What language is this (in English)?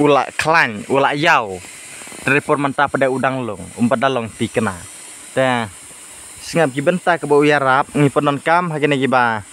Khasi